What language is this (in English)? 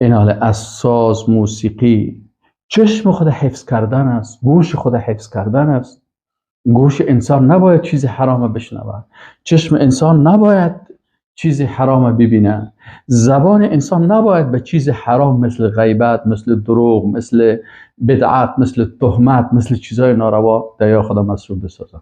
Persian